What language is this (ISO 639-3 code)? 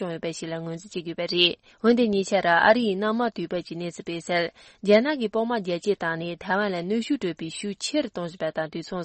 bod